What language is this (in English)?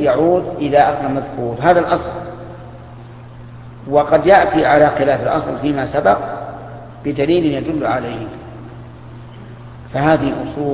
Arabic